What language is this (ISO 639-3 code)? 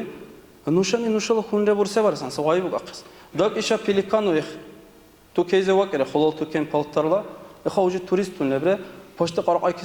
dar